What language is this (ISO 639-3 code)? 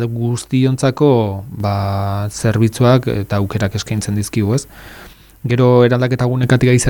eus